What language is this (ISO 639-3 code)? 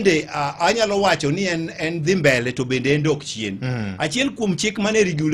luo